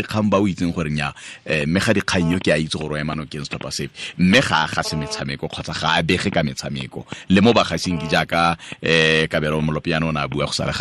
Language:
Tswana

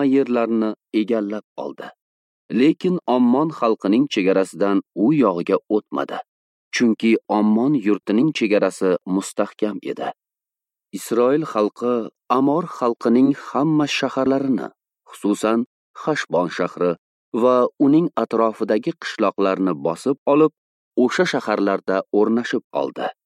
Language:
Uzbek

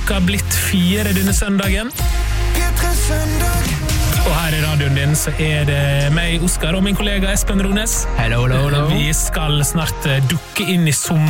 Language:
Norwegian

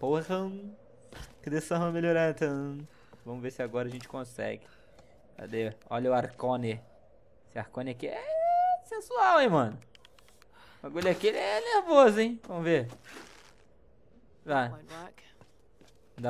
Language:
Portuguese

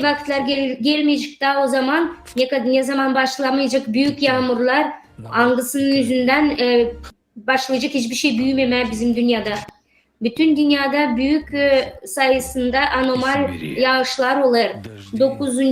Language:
Gagauz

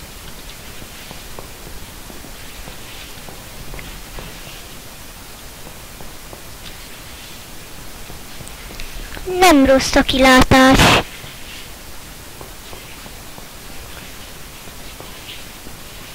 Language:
Hungarian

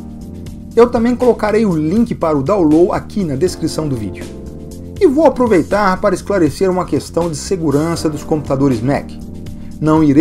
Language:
Portuguese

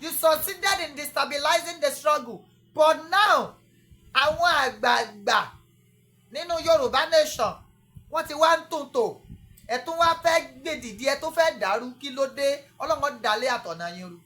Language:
Yoruba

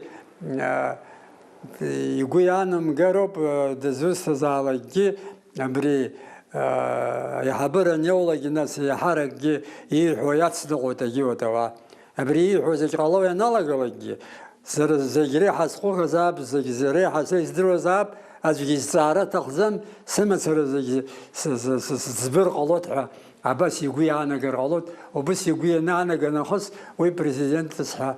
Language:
Abkhazian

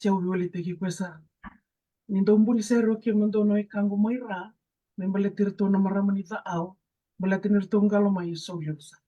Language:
Fijian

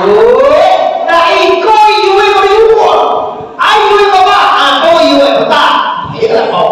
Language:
Minangkabau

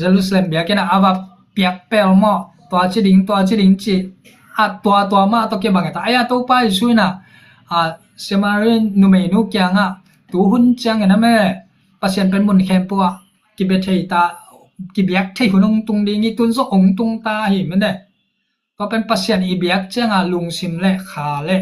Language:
Tedim Chin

